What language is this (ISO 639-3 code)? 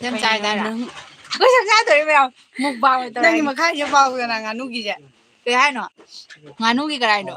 mni